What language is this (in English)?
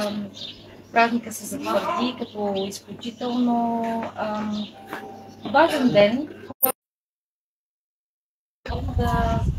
Bulgarian